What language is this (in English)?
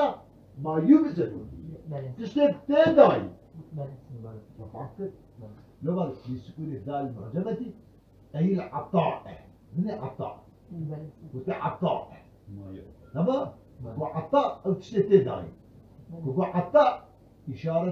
Kurdish